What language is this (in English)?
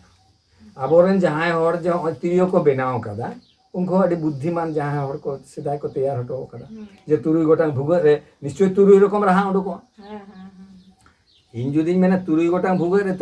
Santali